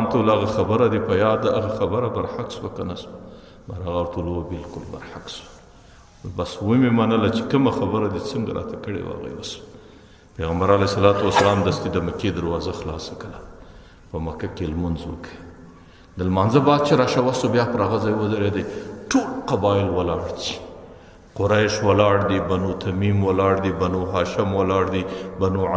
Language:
Pashto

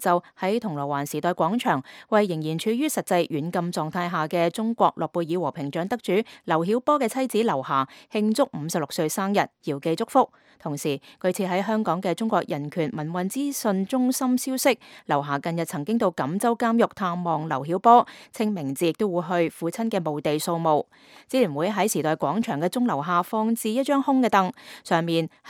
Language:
Cantonese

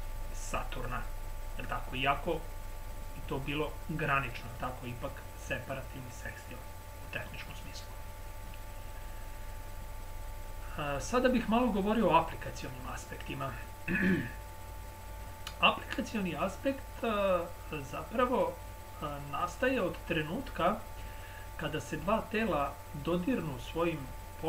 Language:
Serbian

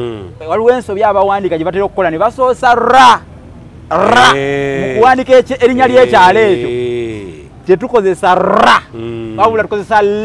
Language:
Ganda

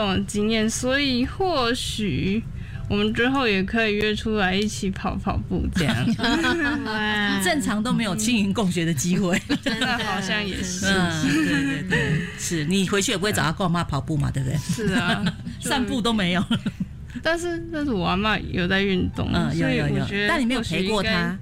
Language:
Chinese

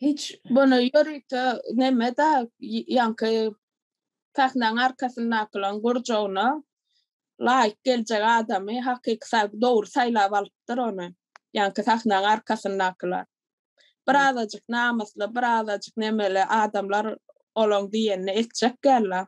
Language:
Turkmen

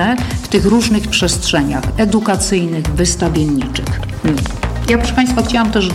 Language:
Polish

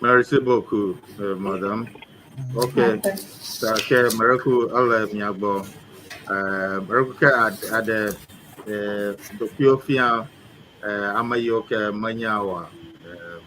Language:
Ewe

